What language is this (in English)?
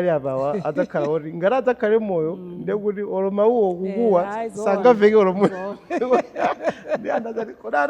Nyanja